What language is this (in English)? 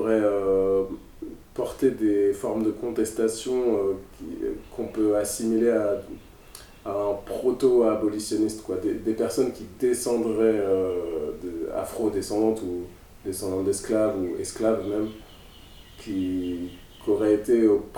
French